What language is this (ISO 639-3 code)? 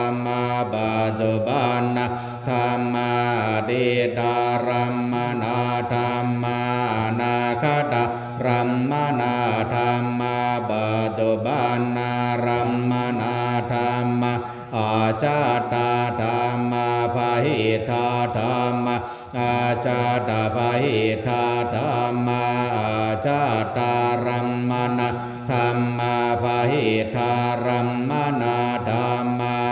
pli